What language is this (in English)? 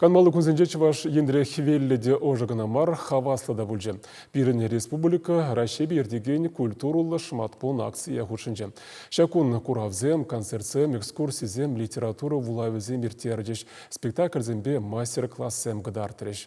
Chuvash